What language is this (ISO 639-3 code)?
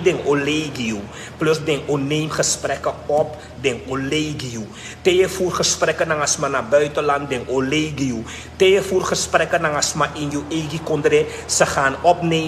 srn